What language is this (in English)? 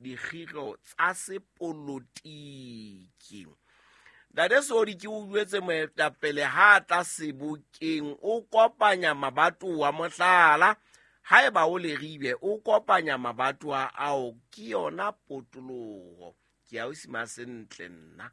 Southern Sotho